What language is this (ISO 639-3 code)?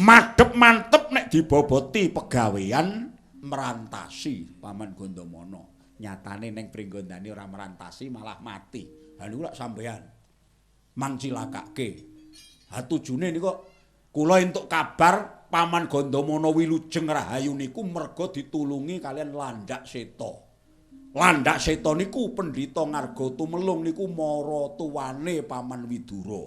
jav